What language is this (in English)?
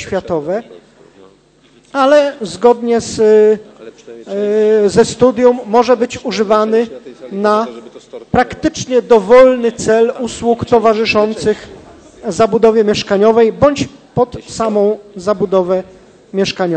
Polish